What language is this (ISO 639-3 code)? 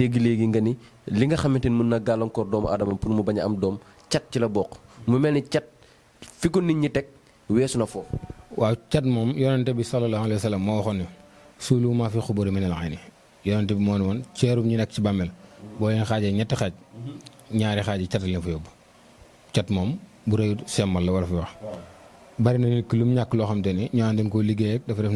wol